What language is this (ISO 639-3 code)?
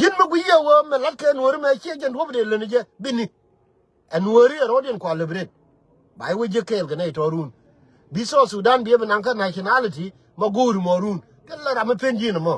nus